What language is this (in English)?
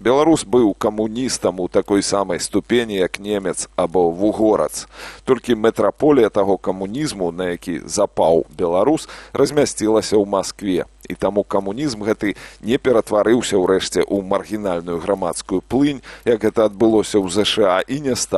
Belarusian